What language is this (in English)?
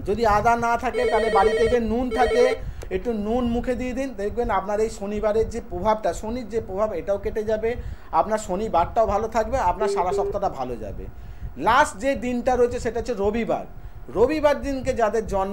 Bangla